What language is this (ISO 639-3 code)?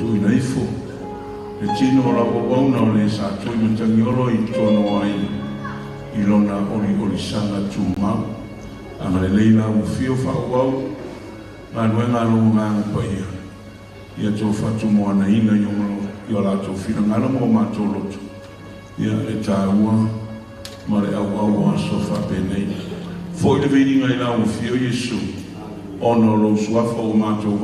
smo